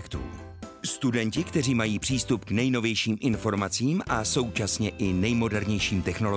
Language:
Czech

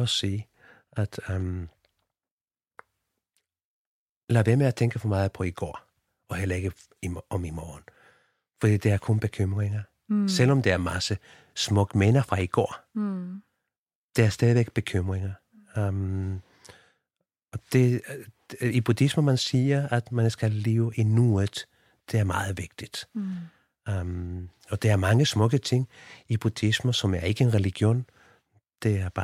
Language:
Danish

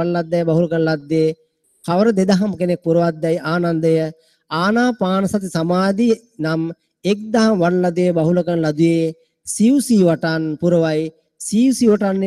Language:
Sinhala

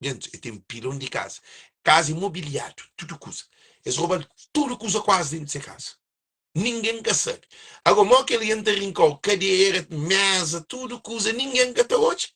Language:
Kabuverdianu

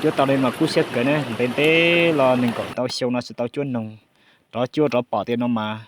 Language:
Hmong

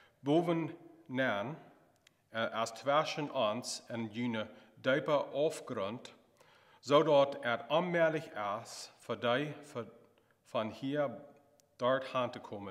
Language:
Plautdietsch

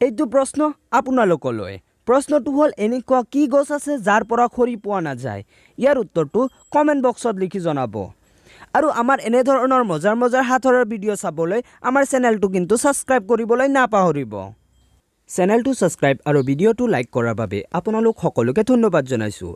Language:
Assamese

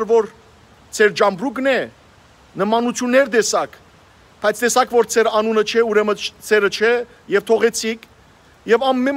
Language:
Western Armenian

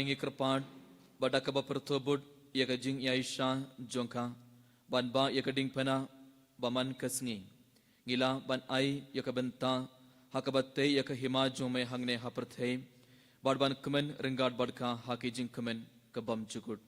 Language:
Khasi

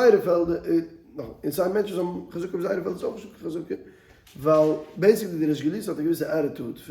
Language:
Yiddish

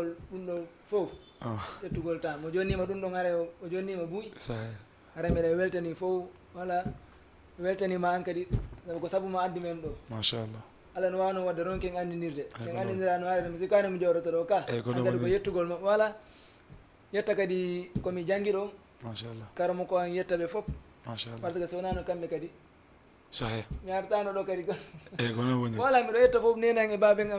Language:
Fula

